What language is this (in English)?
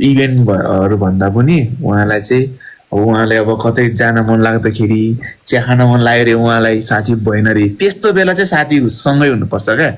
Nepali